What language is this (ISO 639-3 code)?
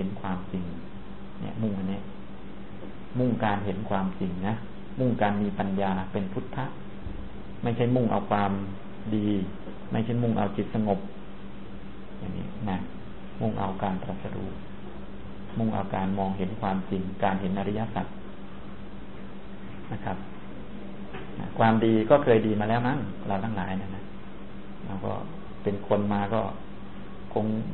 tha